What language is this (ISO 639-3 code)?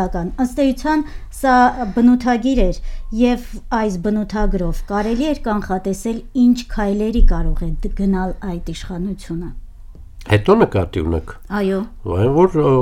hye